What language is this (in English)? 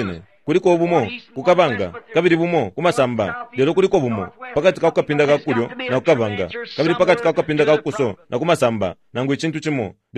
Bemba